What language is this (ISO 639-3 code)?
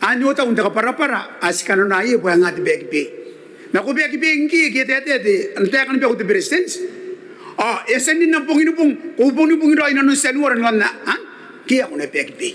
gil